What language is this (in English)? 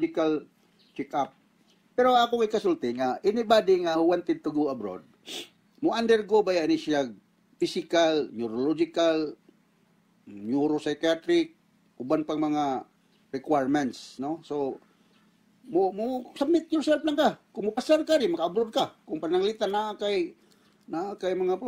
Cebuano